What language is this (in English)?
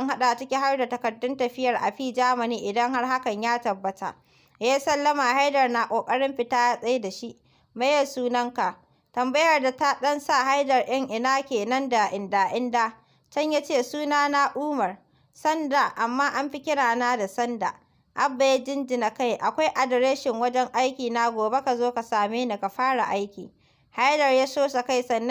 Hausa